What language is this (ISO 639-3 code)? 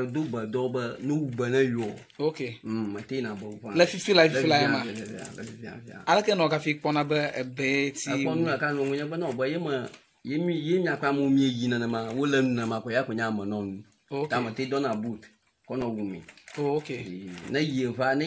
ewe